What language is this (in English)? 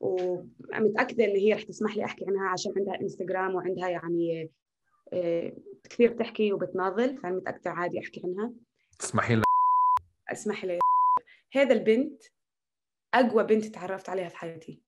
North Levantine Arabic